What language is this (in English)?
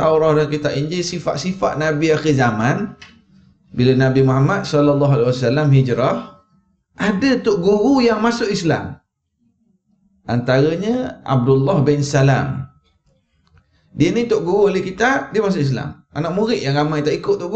Malay